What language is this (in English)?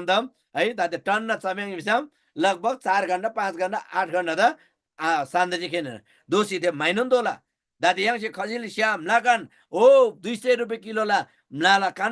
Eastern Tamang